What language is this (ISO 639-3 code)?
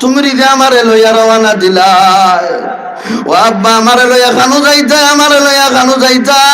syl